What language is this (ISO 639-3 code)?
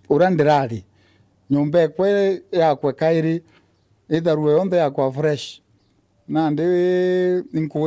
mer